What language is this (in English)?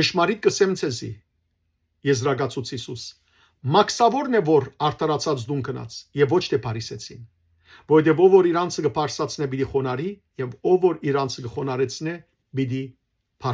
Western Armenian